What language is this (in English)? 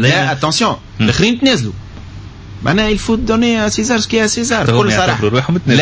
Tunisian Arabic